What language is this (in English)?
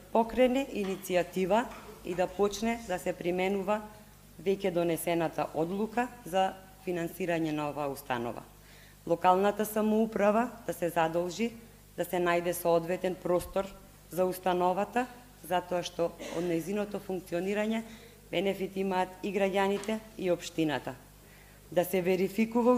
Macedonian